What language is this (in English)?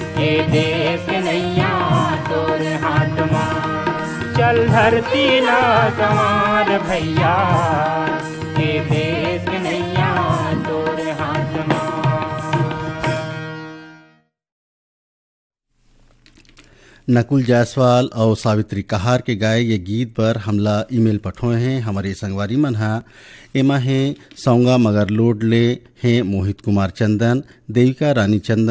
Chhattisgarhi